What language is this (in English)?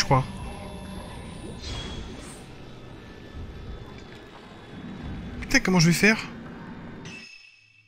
French